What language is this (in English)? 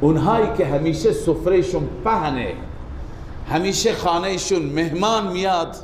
Persian